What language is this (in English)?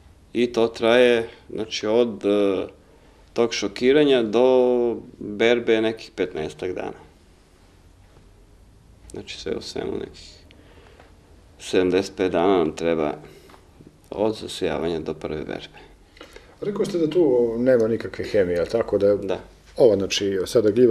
Serbian